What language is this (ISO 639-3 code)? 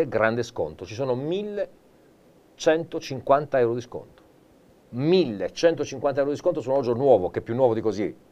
ita